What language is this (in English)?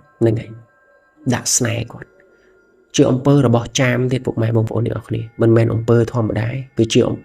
Khmer